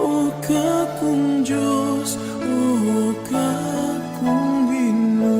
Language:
Pampanga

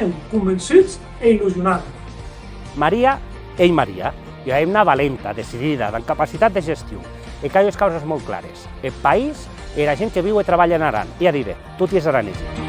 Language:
Occitan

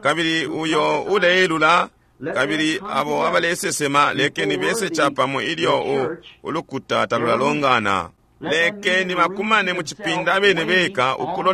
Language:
Bemba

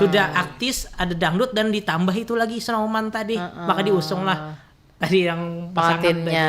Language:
Banjar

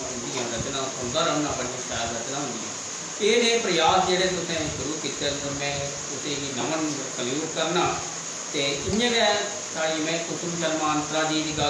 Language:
Dogri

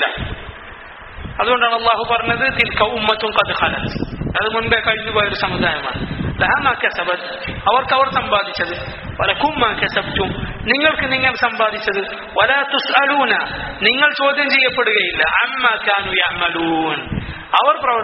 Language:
Malayalam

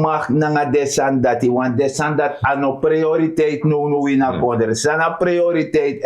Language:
Sranan Tongo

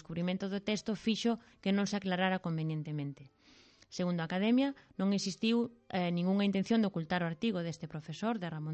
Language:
Galician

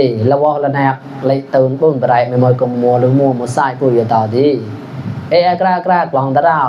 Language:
Mon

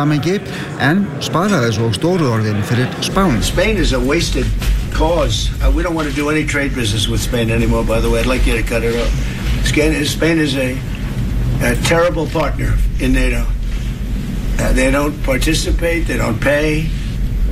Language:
Icelandic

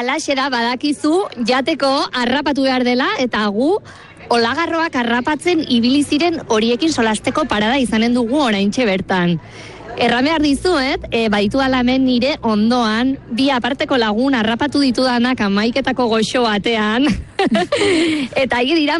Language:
Basque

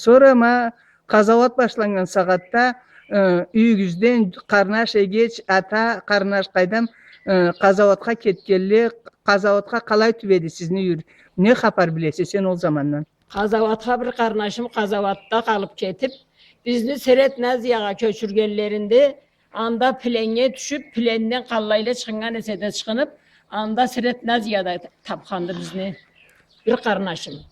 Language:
Karachay-Balkar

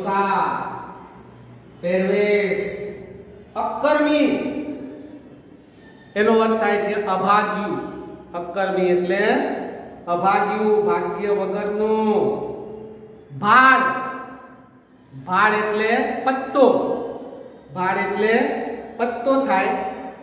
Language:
Gujarati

